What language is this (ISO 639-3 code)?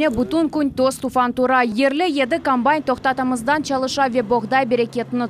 crh